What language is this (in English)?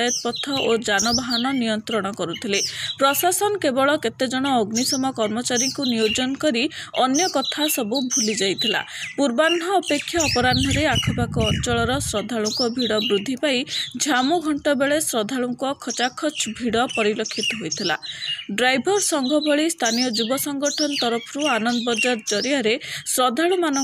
Odia